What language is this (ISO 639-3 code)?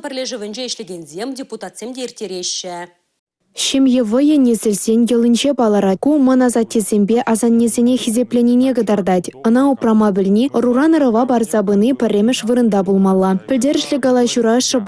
chv